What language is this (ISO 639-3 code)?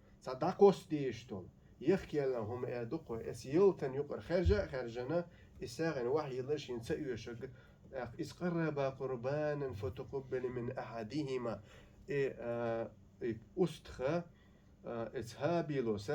che